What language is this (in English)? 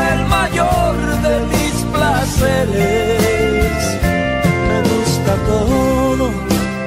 Spanish